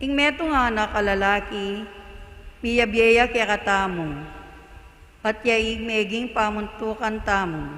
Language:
Pampanga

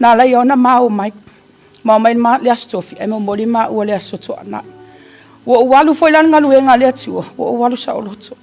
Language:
Samoan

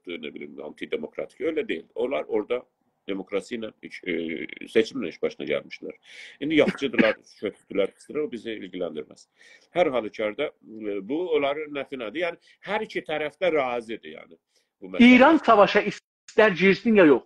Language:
South Azerbaijani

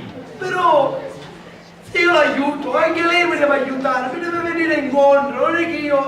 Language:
Sicilian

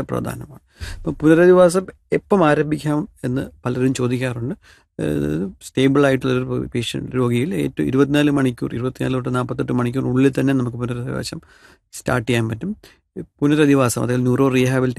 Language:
Malayalam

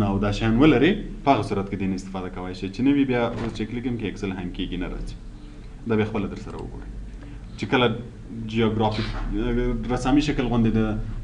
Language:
Pashto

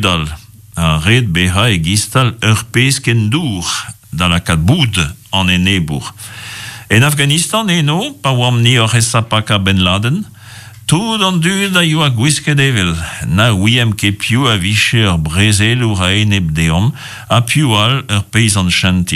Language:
Breton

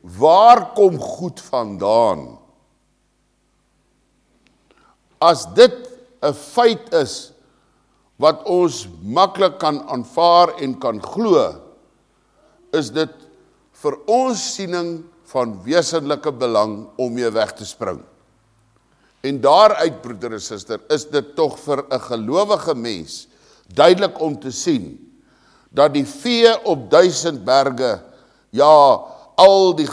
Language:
Afrikaans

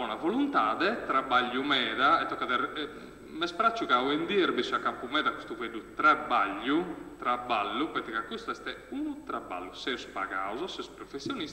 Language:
Sardinian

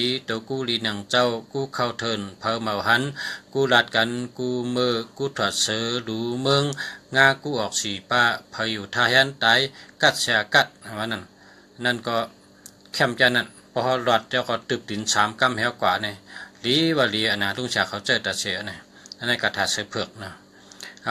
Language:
Shan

